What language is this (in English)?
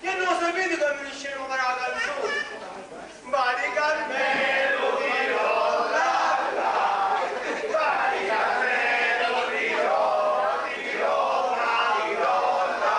Sicilian